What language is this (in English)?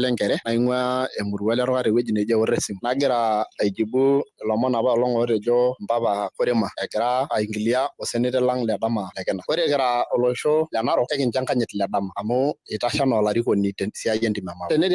Masai